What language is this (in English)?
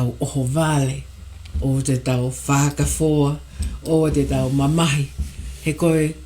Tongan